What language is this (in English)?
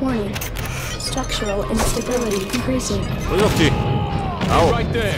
Bavarian